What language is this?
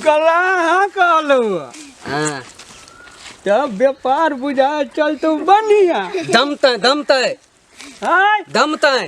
Maithili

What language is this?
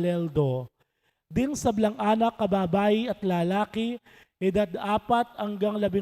Pampanga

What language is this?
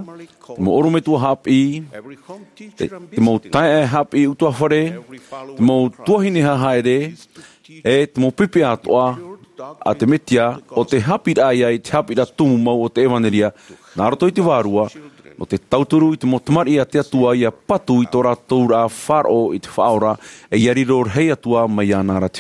Tahitian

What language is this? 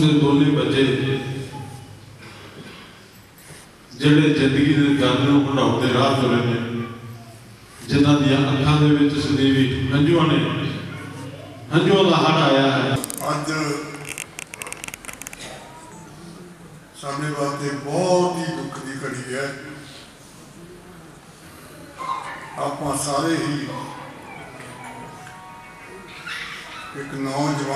Punjabi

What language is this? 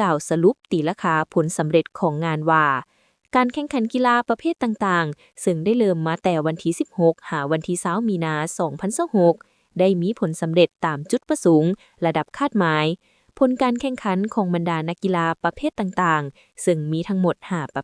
Lao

